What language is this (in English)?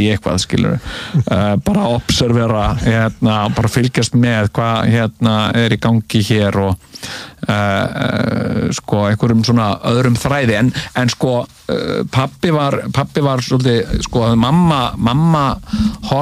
Icelandic